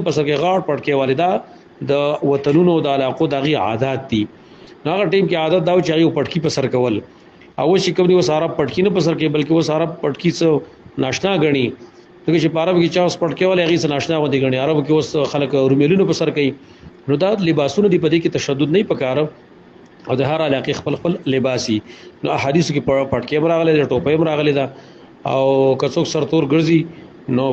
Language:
Pashto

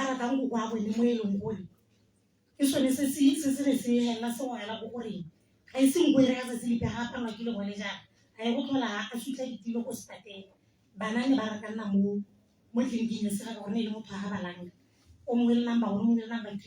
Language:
Tswana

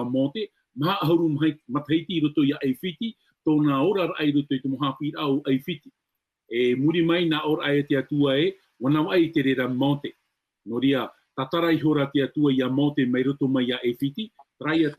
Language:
Tahitian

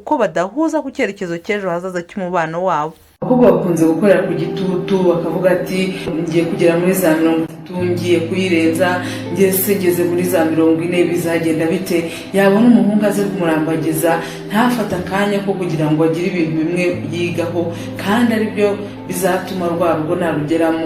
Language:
Kinyarwanda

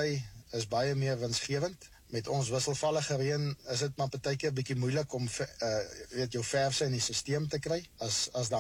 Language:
Afrikaans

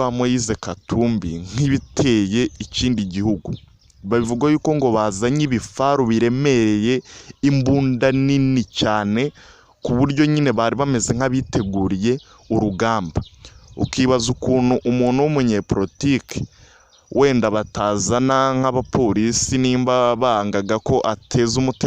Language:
Kinyarwanda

